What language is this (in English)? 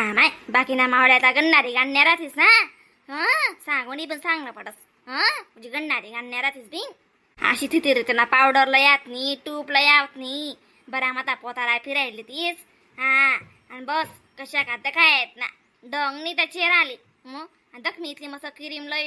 Khandesi